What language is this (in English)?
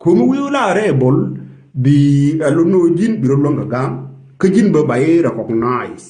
Nuer